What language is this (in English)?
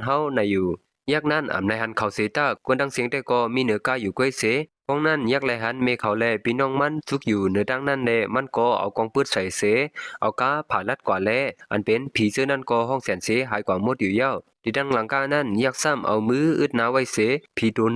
Shan